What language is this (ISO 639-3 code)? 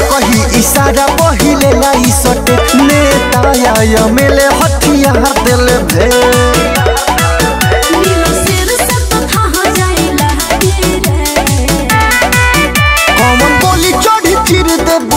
bho